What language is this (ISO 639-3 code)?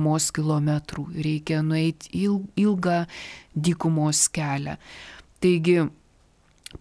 lit